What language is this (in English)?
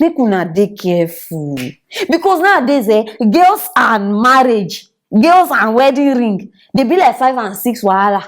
Nigerian Pidgin